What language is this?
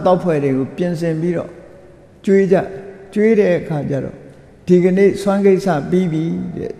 Burmese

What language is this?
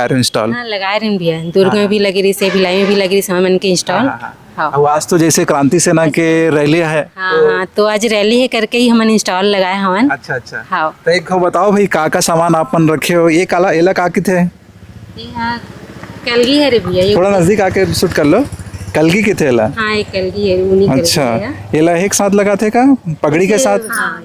Chhattisgarhi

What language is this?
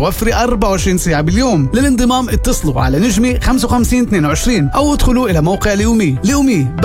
North Levantine Arabic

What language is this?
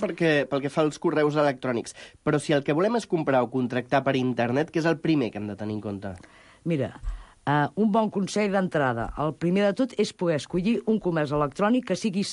Catalan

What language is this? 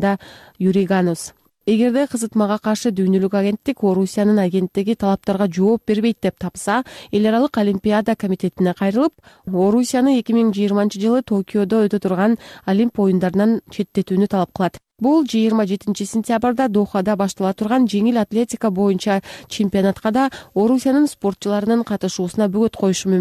Kyrgyz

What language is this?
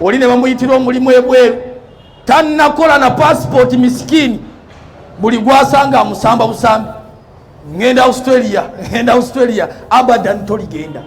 Ganda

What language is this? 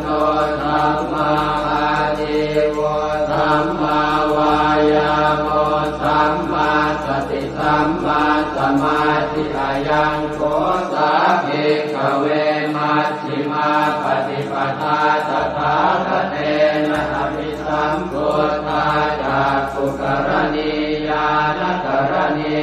Pali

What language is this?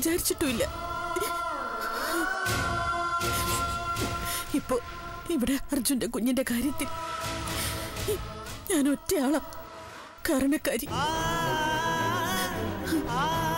Malayalam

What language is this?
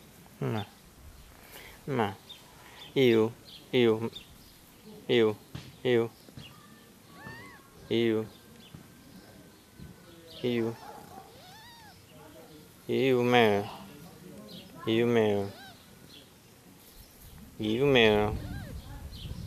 Serbian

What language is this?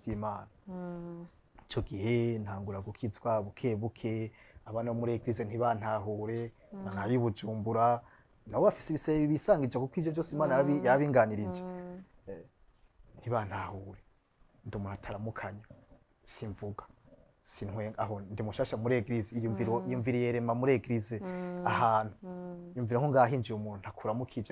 Rundi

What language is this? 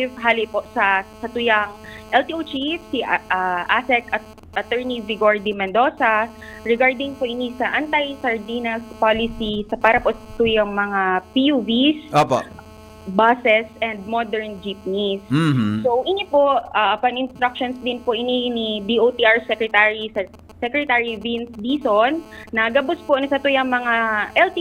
Bikol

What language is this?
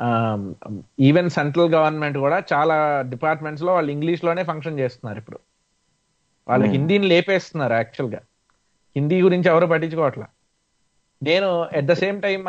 Telugu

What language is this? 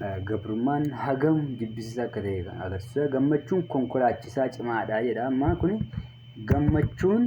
Oromo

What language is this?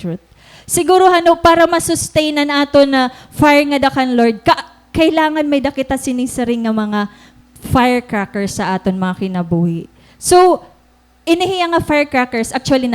Waray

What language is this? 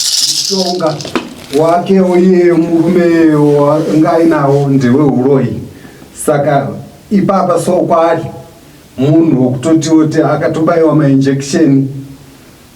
Shona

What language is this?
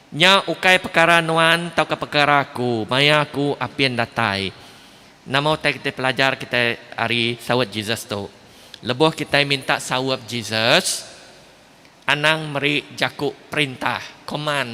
Iban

